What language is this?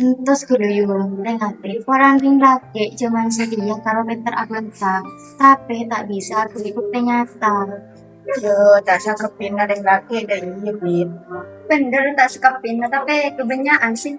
Madurese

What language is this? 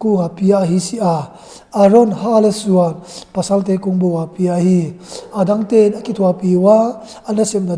Tedim Chin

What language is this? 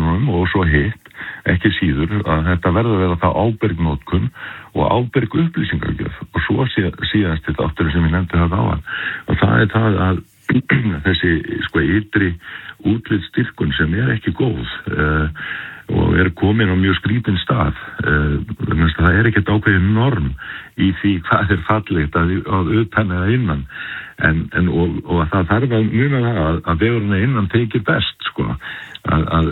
Icelandic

